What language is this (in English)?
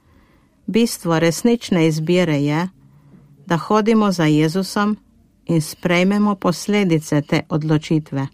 Slovenian